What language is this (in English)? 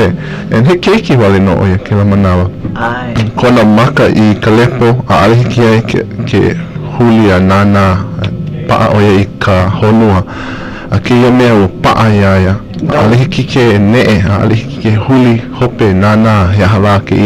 Hawaiian